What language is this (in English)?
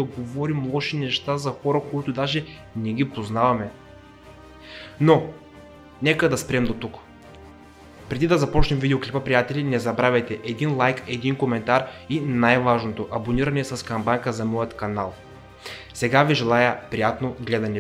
Bulgarian